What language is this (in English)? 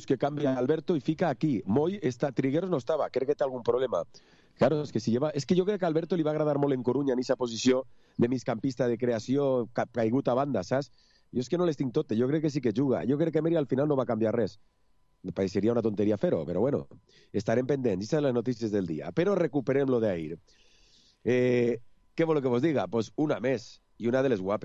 Catalan